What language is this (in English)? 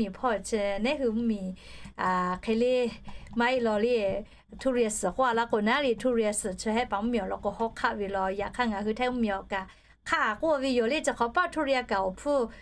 Lahu